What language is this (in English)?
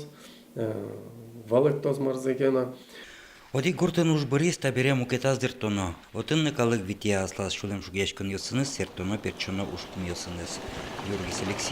Udmurt